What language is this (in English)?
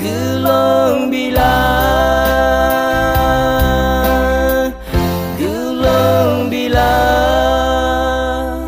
Akha